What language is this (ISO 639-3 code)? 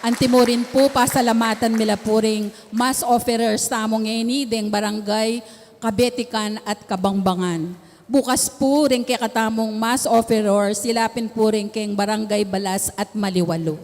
pam